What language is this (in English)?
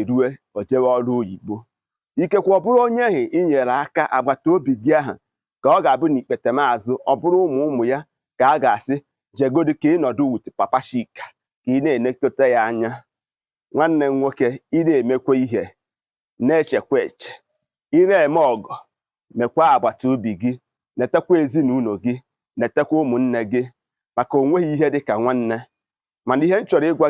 Igbo